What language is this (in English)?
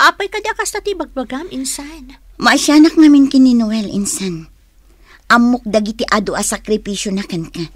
Iloko